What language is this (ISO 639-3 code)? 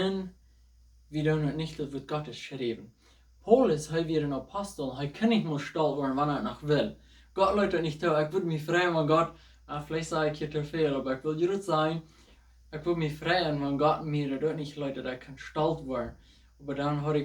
pdt